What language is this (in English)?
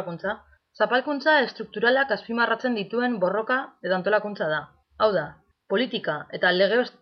Basque